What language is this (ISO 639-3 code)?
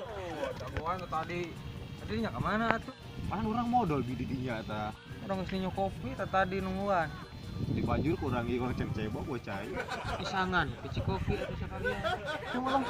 sun